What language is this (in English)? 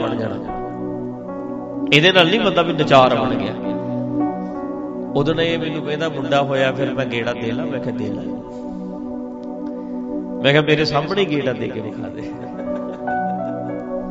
Punjabi